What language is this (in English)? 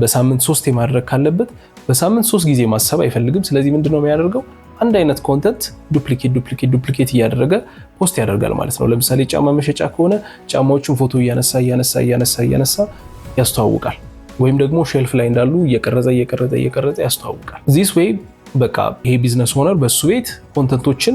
Amharic